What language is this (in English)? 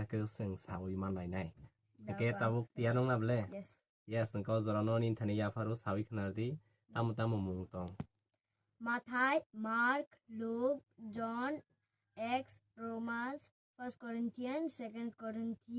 Kok Borok